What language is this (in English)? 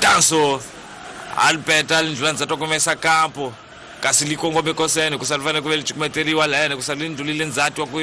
Tsonga